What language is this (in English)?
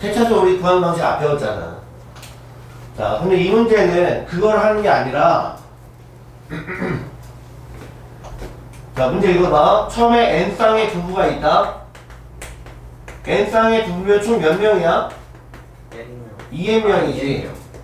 Korean